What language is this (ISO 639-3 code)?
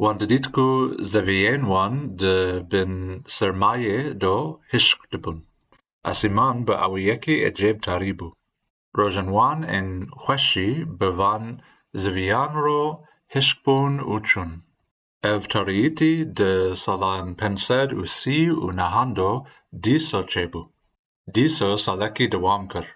kur